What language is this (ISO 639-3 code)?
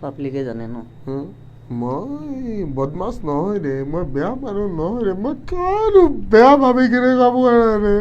asm